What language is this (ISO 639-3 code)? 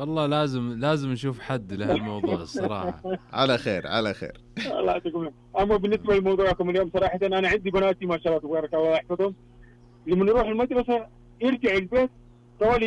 ars